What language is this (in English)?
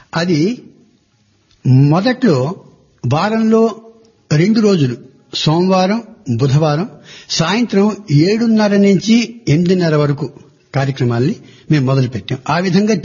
Telugu